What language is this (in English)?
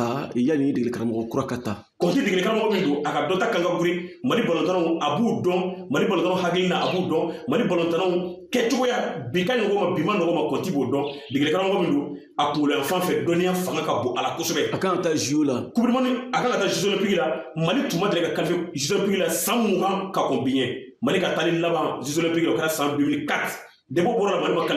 Bambara